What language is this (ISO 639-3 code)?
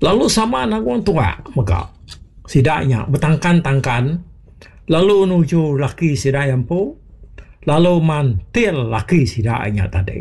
iba